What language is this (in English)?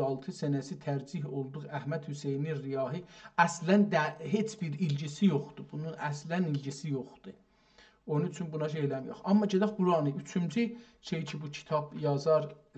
South Azerbaijani